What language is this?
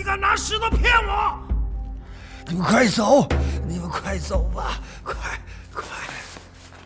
Chinese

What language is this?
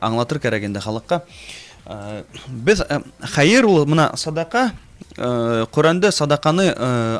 Bashkir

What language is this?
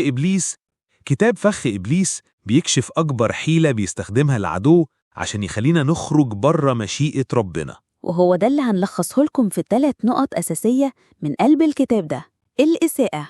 Egyptian Arabic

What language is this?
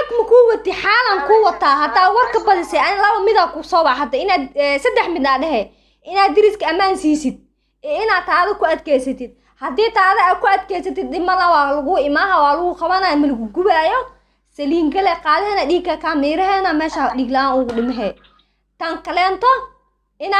Somali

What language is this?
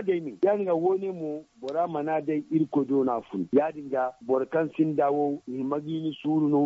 Zarma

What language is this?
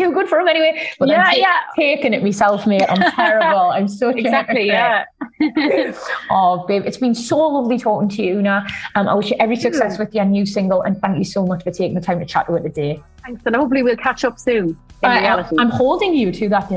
English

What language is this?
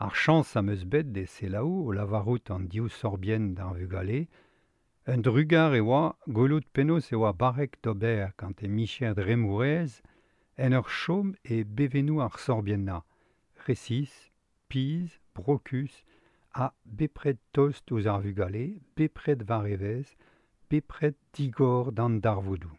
Breton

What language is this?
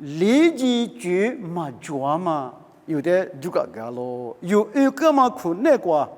Lisu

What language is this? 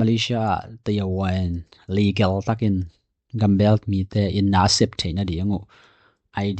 Tedim Chin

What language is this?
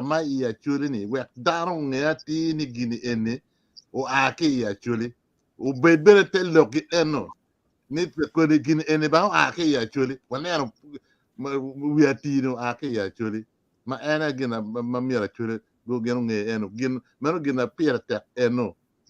Acoli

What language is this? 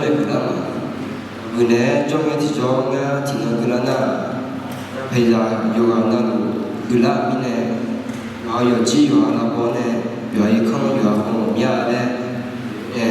Akha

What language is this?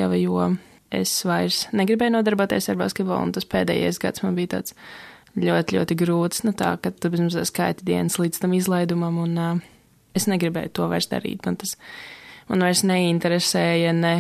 Latvian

